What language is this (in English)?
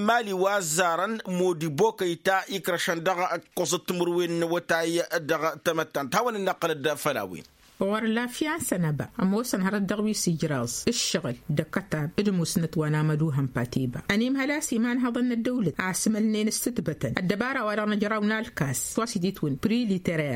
Tamasheq